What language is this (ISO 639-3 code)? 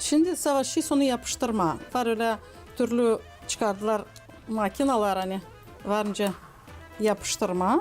gag